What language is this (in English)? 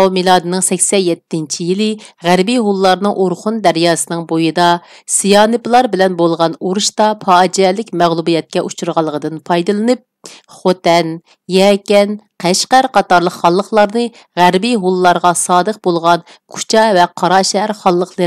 Uyghur